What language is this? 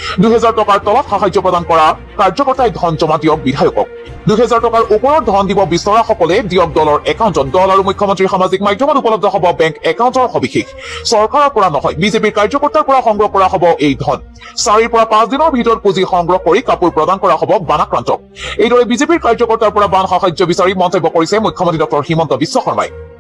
Assamese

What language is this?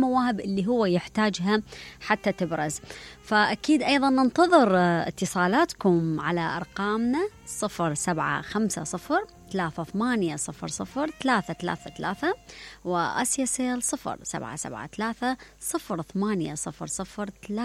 Mesopotamian Arabic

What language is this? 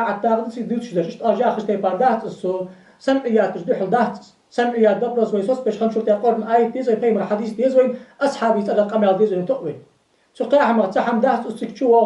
Ingush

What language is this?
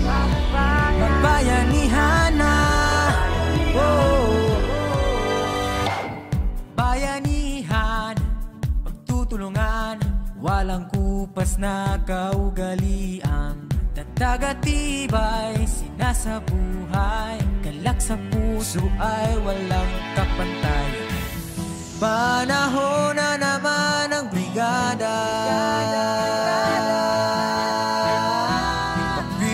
Filipino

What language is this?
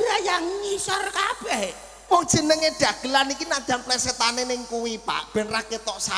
Javanese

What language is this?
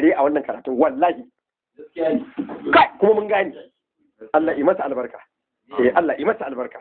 Hausa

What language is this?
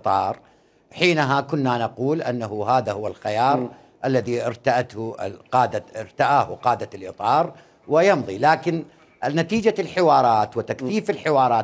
Mesopotamian Arabic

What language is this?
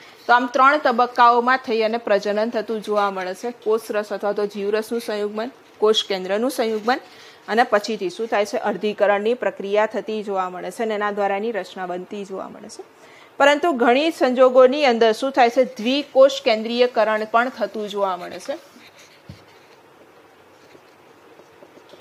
Gujarati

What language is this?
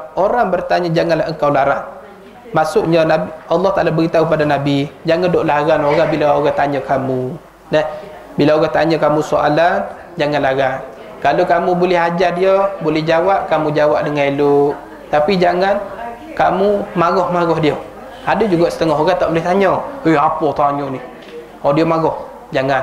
Malay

